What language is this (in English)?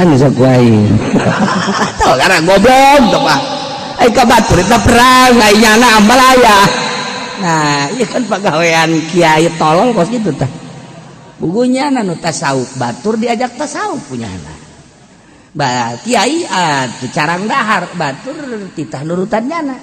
Sundanese